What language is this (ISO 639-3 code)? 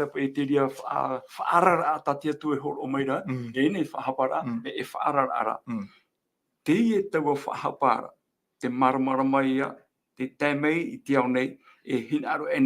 tah